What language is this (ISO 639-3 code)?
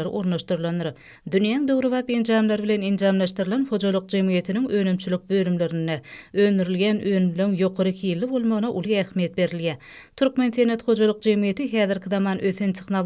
tuk